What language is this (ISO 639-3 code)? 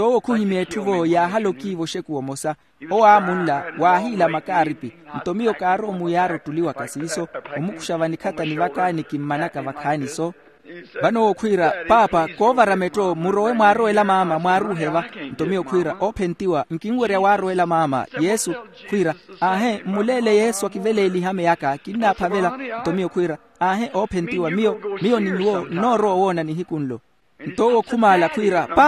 vmw